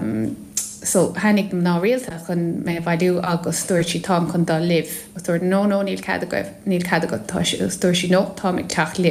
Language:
Irish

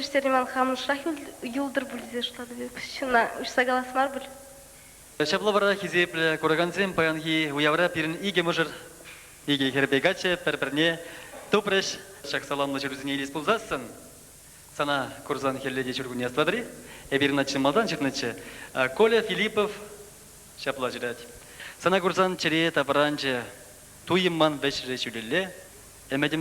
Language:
Chuvash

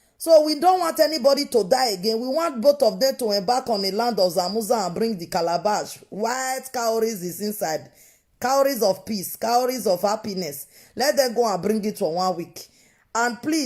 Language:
Nigerian Pidgin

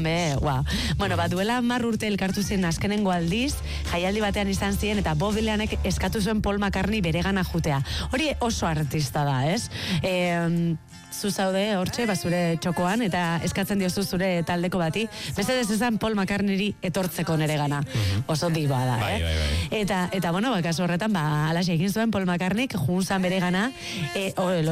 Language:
Basque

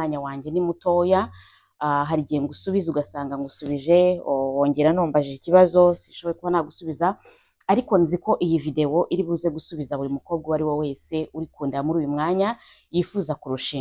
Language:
Kinyarwanda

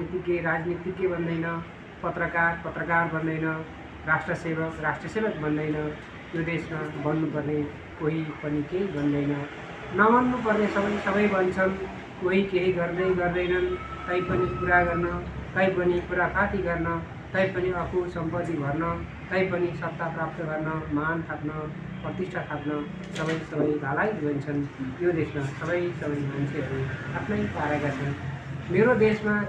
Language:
Nepali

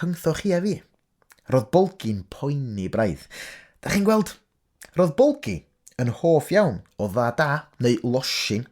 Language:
Welsh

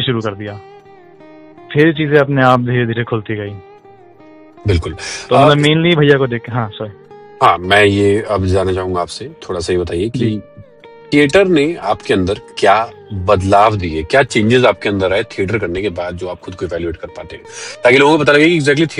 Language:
Hindi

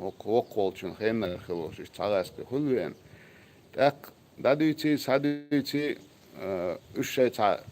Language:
Chechen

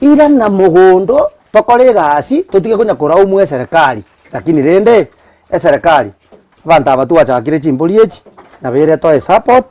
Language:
Gusii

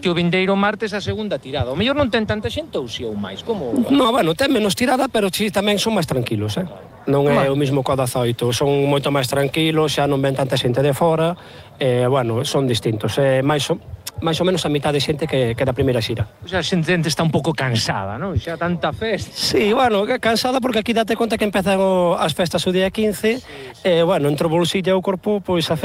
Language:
Galician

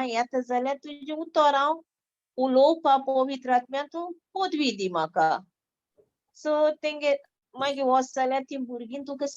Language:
Konkani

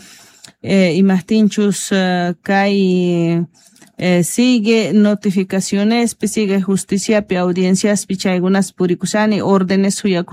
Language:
South Bolivian Quechua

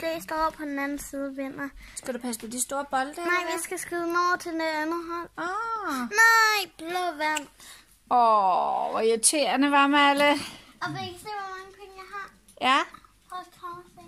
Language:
Danish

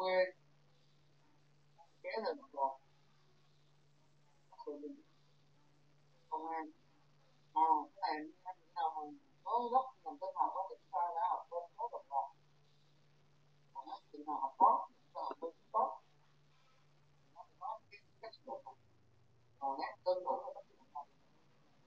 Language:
Vietnamese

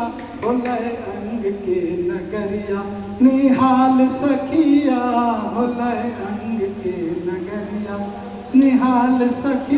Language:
Angika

